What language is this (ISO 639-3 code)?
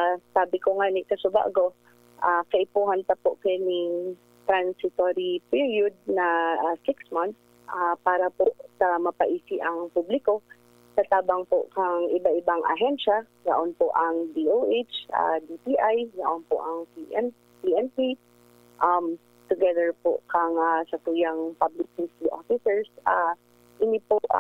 bik